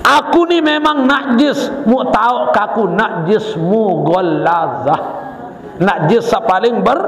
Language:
Sasak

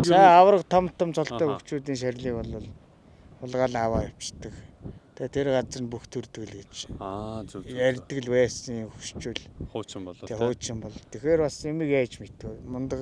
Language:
Mongolian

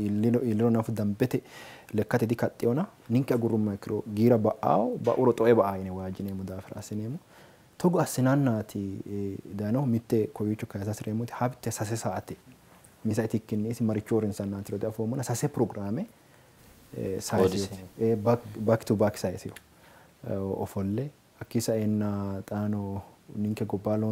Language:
Sidamo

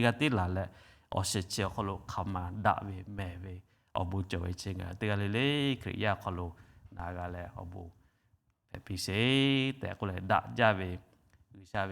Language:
Lahu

